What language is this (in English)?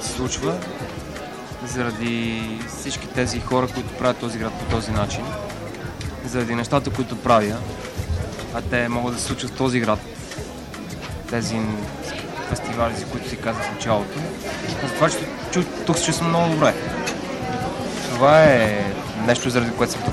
Bulgarian